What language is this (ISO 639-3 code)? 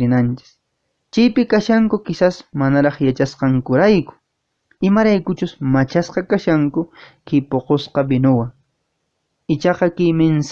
que